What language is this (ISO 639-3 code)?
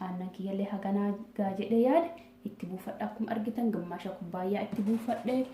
orm